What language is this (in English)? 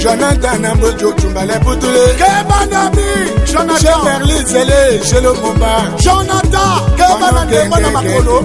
Tetela